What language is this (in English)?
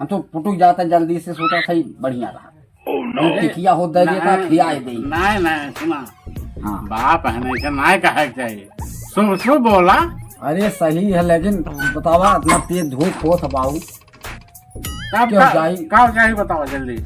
Awadhi